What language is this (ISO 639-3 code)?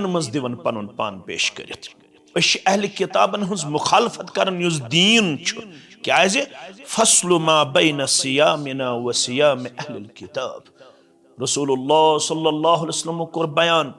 kas